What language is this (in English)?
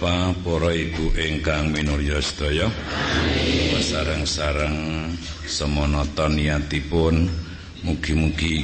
Javanese